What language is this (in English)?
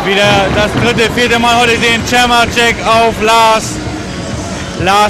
German